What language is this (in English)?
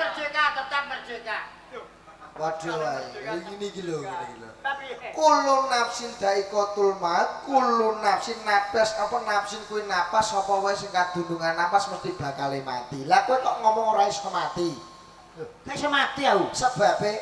Javanese